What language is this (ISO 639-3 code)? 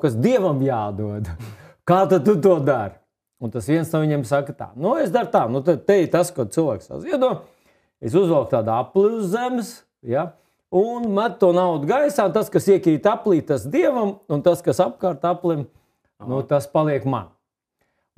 lav